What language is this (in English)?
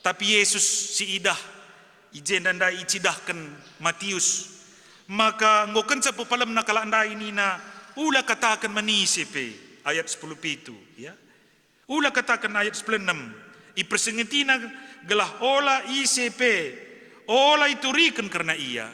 Batak Karo